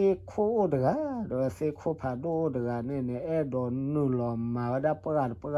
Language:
S'gaw Karen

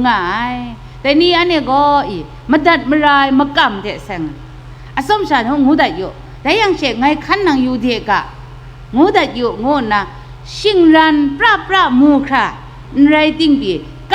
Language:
Kachin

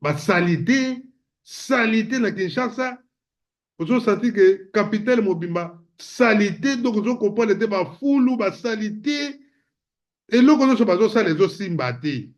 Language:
Lingala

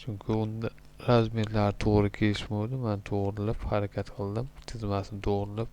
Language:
Uzbek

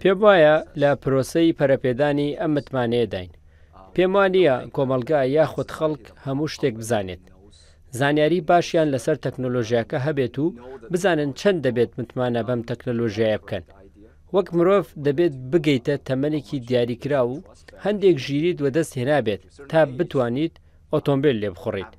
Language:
Central Kurdish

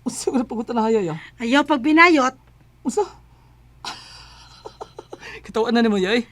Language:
Cebuano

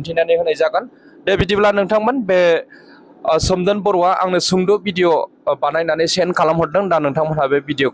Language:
Bodo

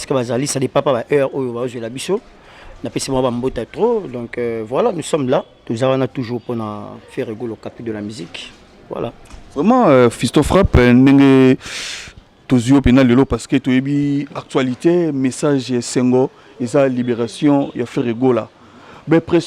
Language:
Lingala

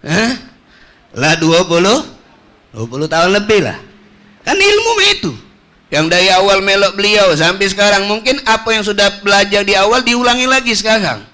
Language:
Musi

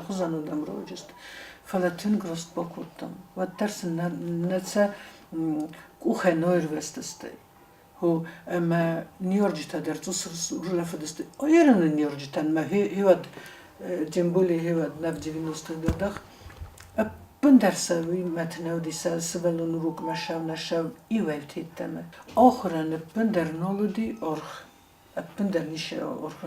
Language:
Ossetic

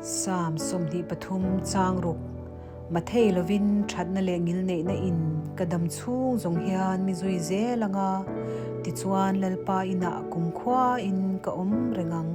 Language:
Mizo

